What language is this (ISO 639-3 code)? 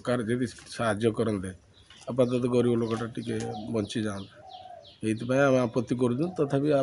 ori